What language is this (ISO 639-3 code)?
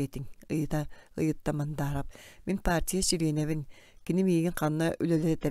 sah